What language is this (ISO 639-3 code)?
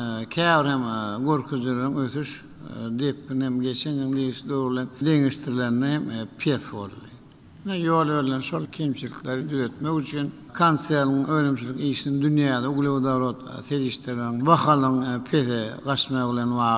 tuk